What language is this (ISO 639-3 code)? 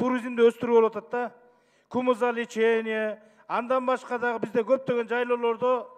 kir